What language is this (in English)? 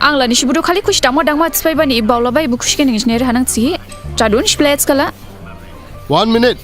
Dimasa